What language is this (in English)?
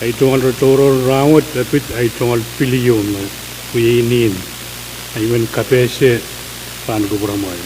Pohnpeian